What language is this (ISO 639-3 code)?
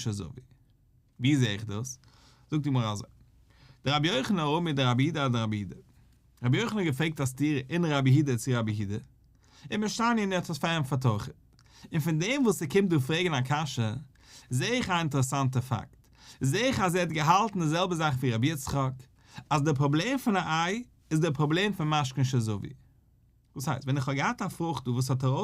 yid